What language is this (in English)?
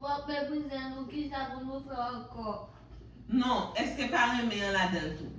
Haitian Creole